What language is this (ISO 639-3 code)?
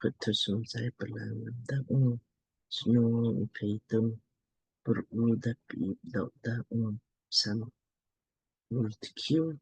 lmk